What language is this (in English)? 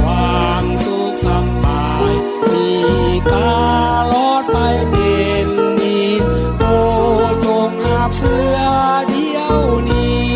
Lao